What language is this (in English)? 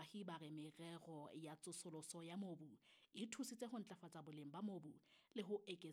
Southern Sotho